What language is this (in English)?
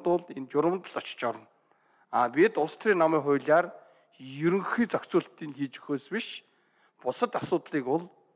Mongolian